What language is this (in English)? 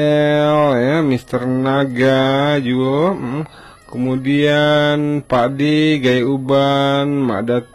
Minangkabau